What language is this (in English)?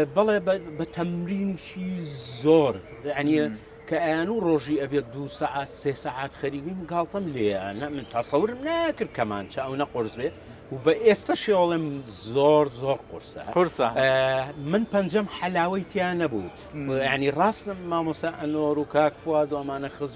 Central Kurdish